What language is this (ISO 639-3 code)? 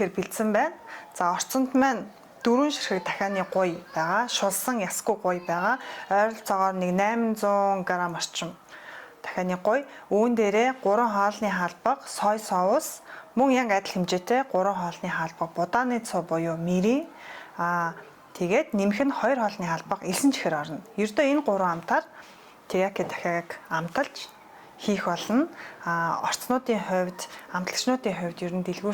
mon